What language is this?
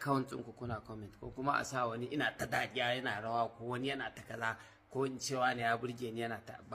Hausa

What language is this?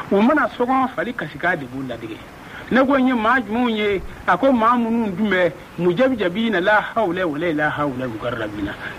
Bambara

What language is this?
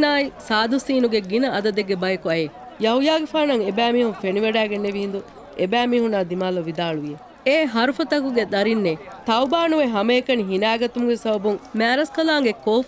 Divehi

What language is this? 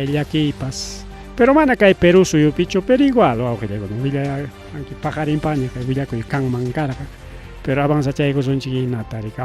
Ayacucho Quechua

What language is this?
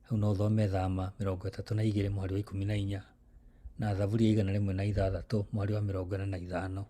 Kikuyu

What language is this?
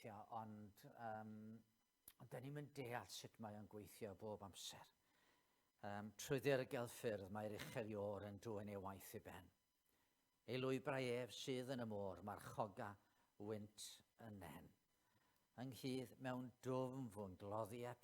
Welsh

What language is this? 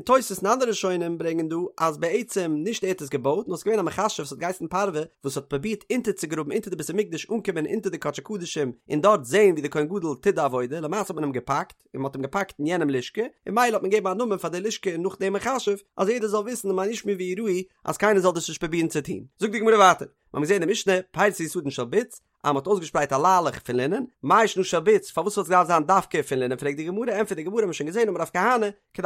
Yiddish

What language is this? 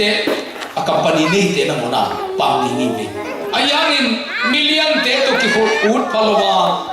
Tedim Chin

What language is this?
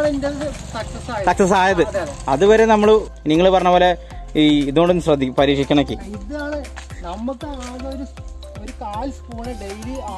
Malayalam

